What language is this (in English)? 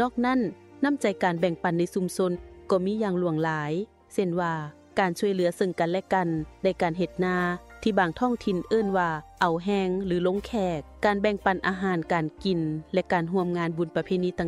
Lao